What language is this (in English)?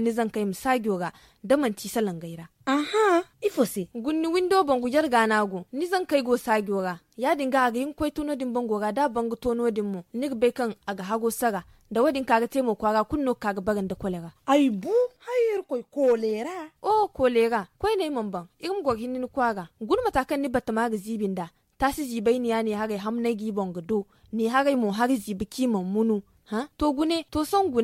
Zarma